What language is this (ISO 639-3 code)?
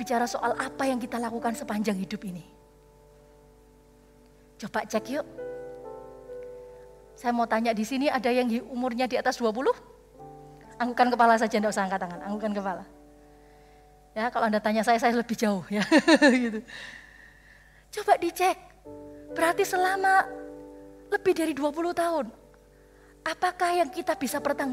ind